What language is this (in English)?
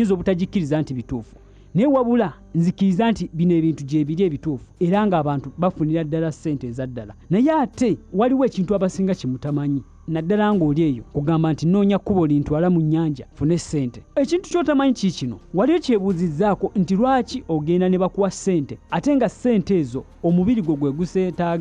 Ganda